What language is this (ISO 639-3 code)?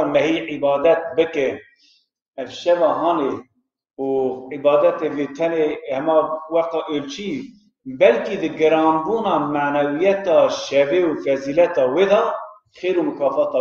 kur